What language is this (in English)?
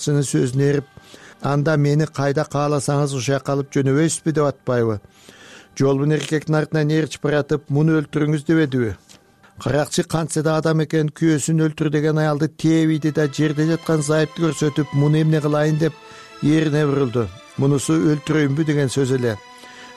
Kyrgyz